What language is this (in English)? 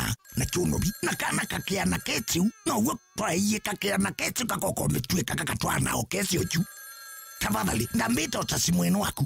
Kamba